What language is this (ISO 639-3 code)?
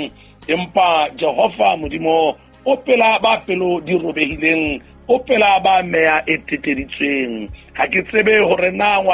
sot